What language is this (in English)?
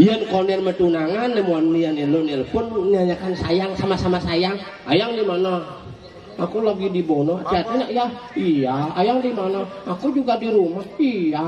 Balinese